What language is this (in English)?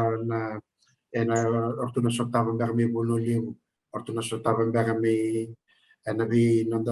Fijian